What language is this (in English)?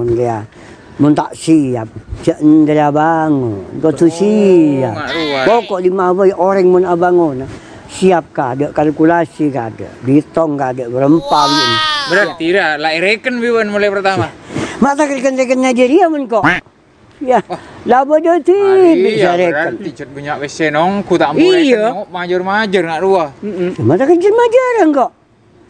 Madurese